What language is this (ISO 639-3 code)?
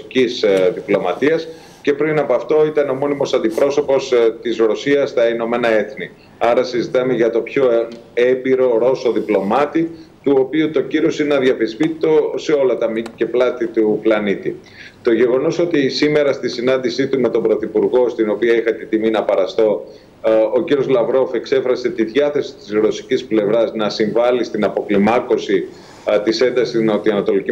ell